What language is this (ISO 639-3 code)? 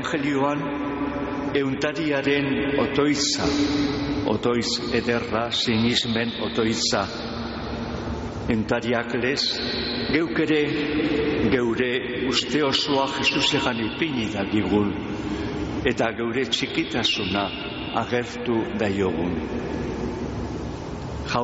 eus